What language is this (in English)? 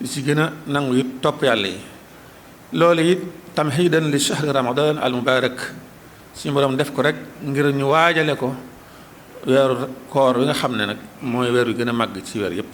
Wolof